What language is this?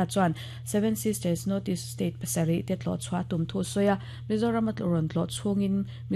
Mizo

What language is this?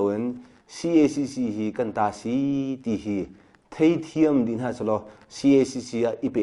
Hakha Chin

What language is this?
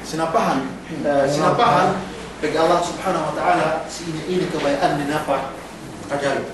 Yakan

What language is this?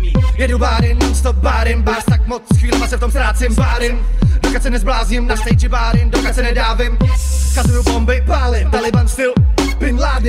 English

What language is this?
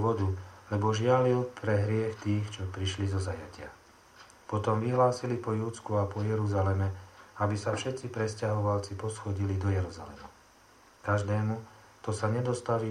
Slovak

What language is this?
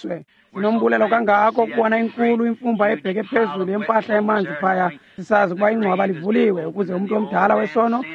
Xhosa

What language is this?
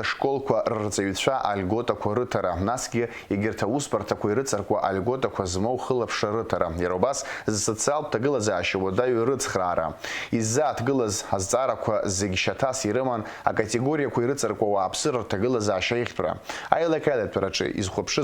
Abkhazian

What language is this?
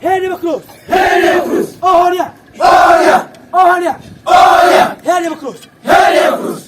Tetum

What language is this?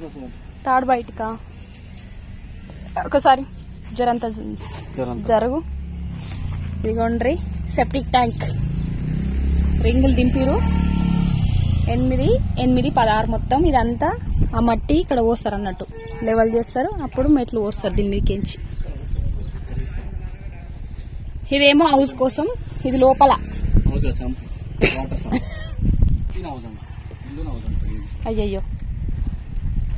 Telugu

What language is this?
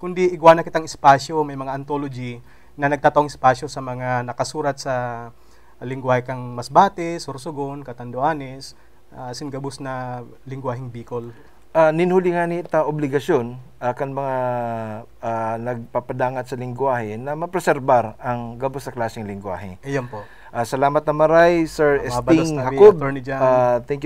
Bikol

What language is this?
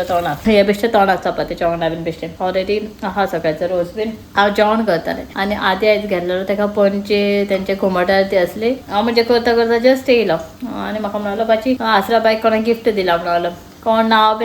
Konkani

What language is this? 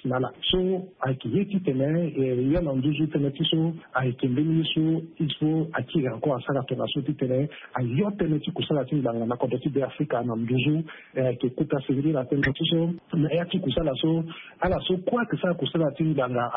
Sango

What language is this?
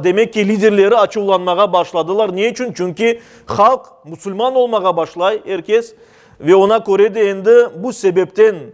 Crimean Tatar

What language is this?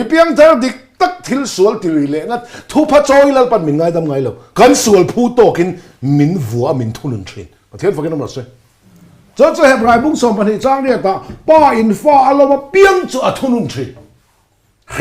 Mizo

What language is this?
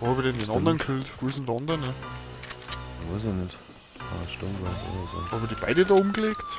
Bavarian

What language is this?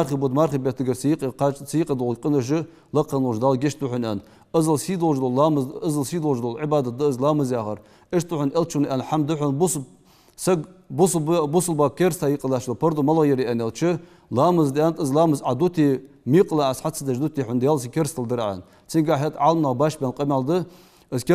Ingush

